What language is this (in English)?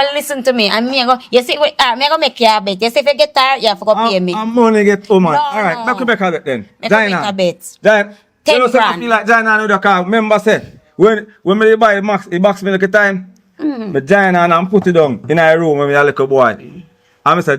Jamaican Creole English